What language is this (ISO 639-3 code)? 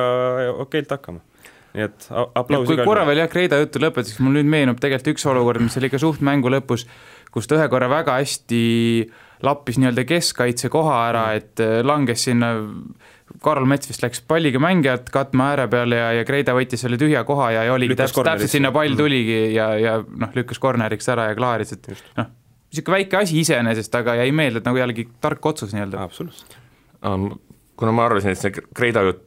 est